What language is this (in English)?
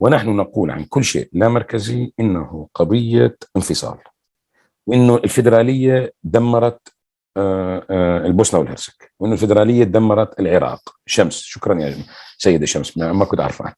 North Levantine Arabic